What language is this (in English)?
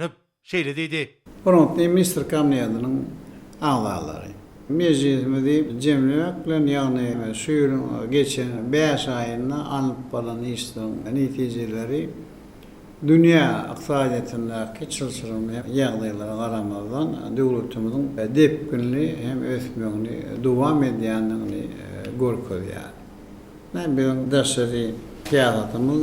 Turkmen